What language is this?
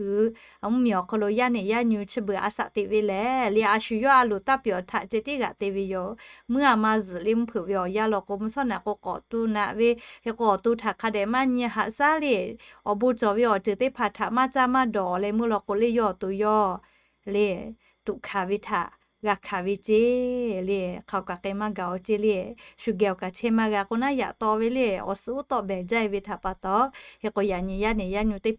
Lahu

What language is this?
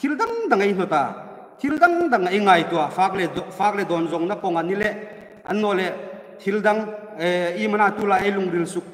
Hmar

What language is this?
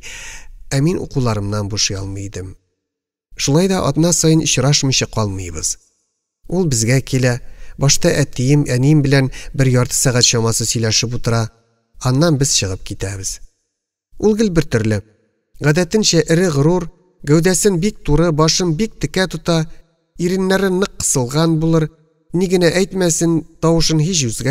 Tatar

